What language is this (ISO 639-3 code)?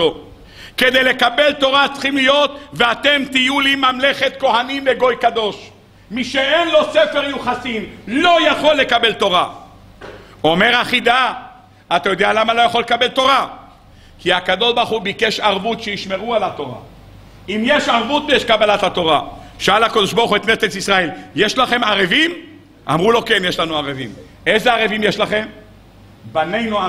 heb